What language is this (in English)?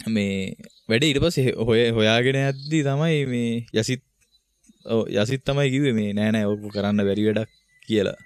Sinhala